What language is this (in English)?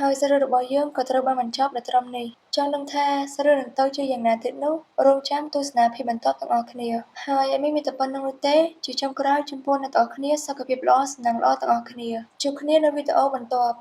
Khmer